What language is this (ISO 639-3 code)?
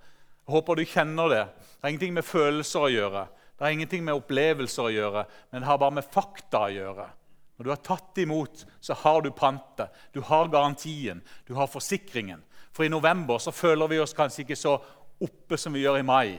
nor